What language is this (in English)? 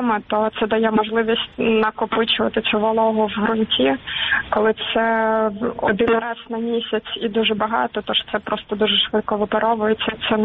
Ukrainian